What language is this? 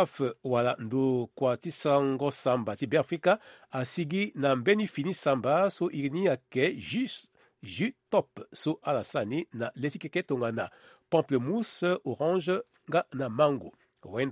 Sango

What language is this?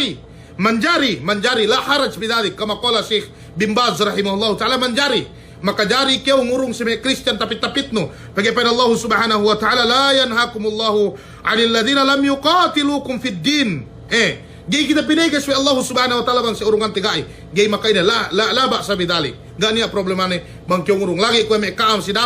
Yakan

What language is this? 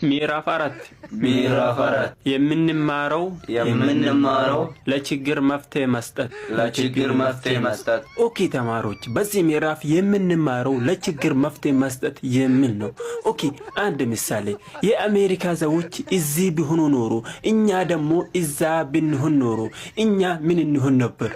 Amharic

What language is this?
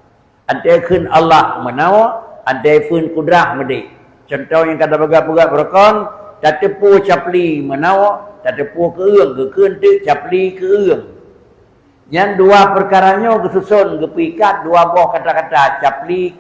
Achinese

